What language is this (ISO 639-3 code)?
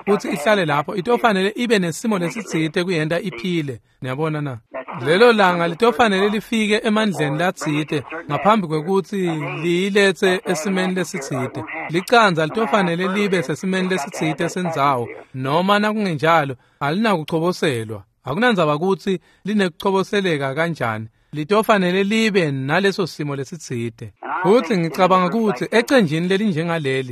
ssw